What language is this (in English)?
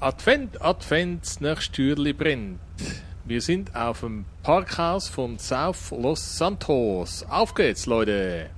Swiss German